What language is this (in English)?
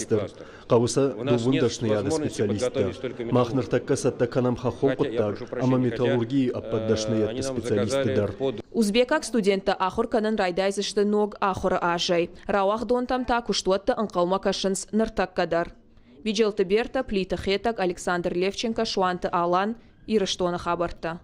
Ossetic